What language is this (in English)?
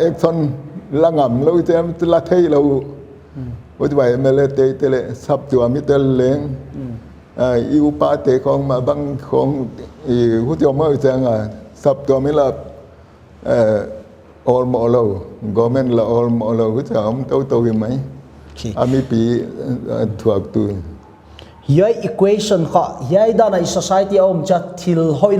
Paite Chin